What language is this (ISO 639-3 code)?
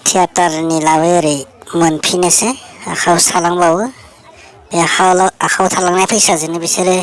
brx